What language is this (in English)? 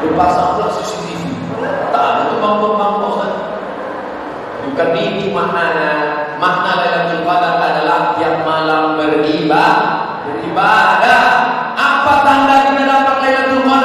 Indonesian